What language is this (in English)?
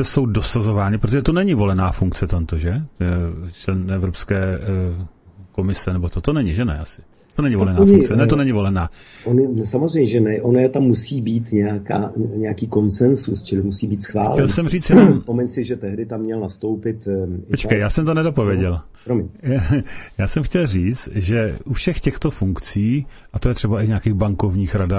Czech